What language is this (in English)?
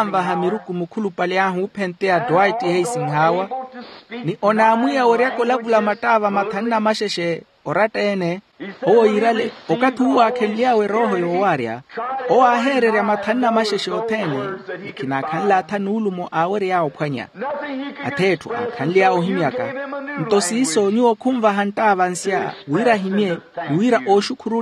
Makhuwa